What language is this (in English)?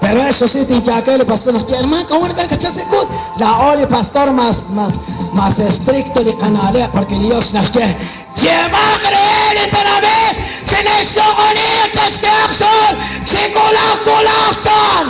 Kekchí